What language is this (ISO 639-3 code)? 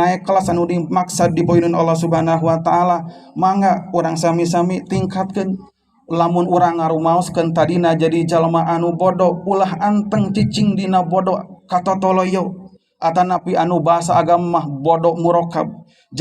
sun